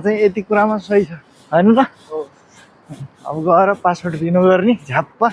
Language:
Nepali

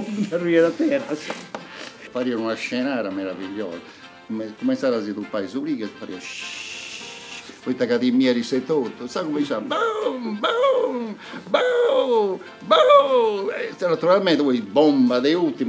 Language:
Sardinian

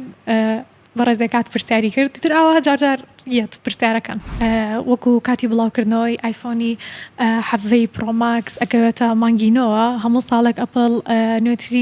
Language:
Central Kurdish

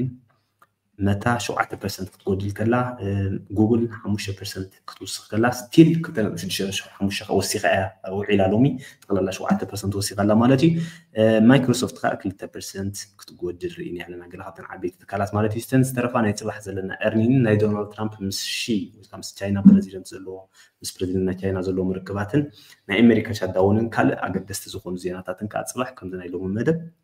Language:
Tigrinya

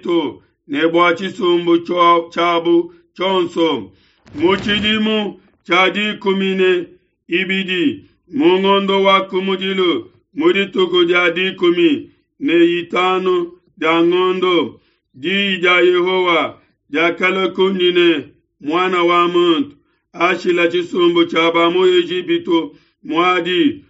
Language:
Luba-Lulua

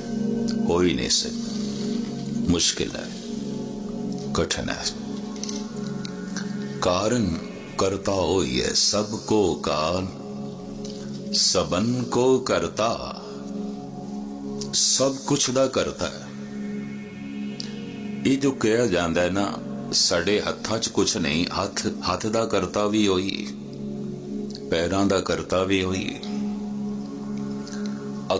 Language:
Punjabi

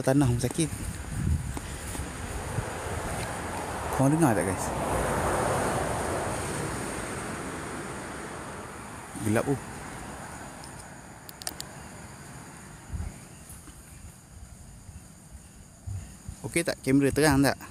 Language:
Malay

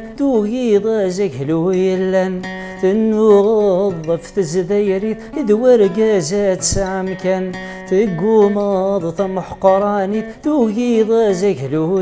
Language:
Kabyle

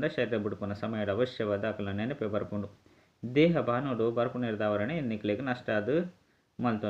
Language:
Tulu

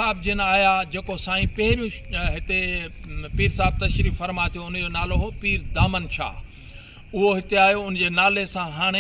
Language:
Sindhi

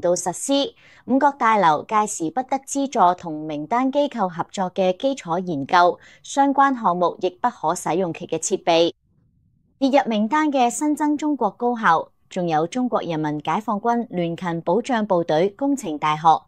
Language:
Cantonese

